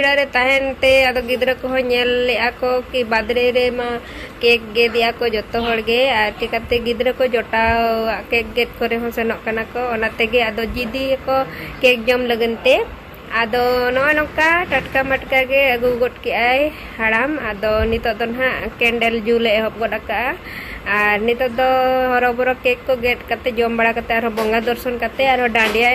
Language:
Santali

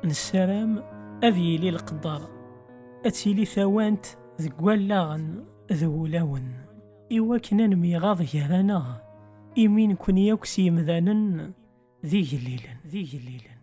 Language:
Kabyle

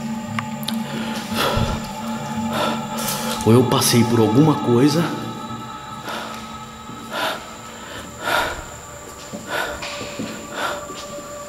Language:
Portuguese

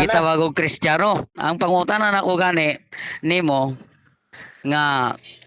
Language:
Cebuano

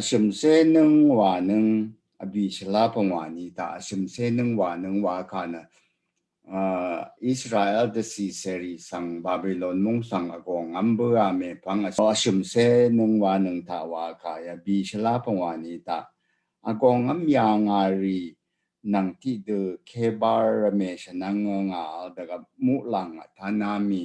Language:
Rawang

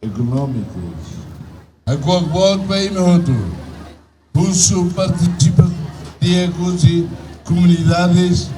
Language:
Tetum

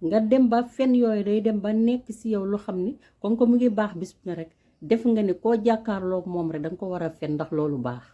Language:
Wolof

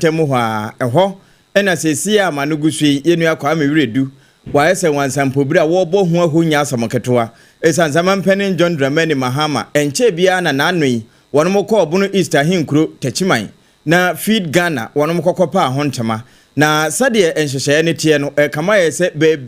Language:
Akan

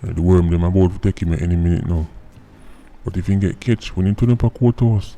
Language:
Jamaican Creole English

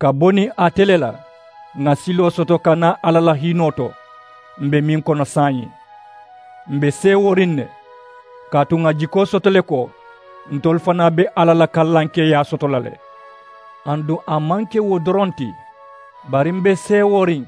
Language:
Mandingo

